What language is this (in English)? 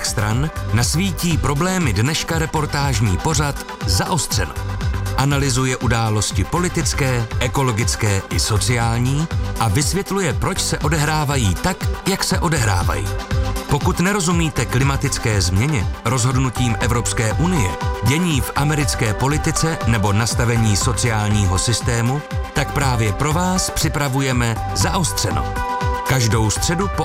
Czech